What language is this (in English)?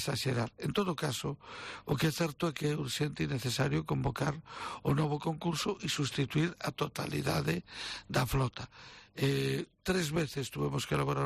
Galician